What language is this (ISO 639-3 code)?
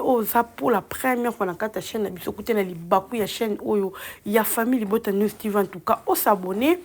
lin